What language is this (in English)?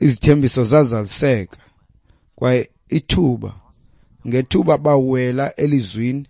Xhosa